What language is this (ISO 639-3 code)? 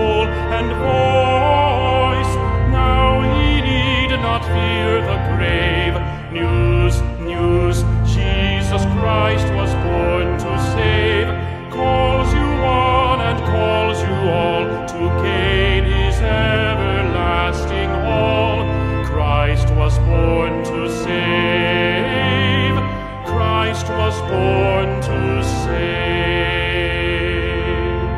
eng